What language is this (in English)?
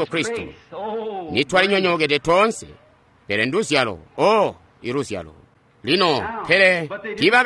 Tonga (Zambia)